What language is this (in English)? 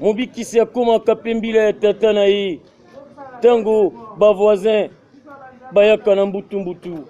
Lingala